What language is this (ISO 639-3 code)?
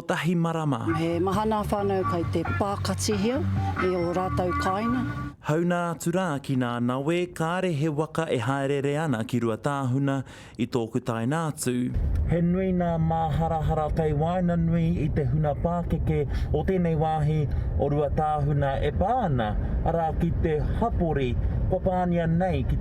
mri